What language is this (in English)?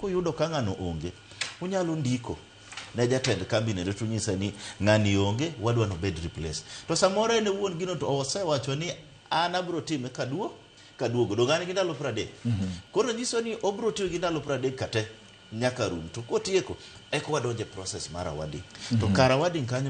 Luo (Kenya and Tanzania)